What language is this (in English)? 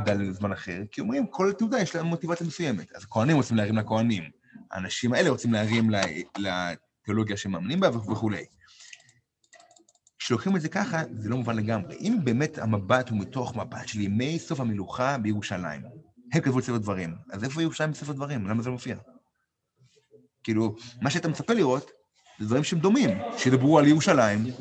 Hebrew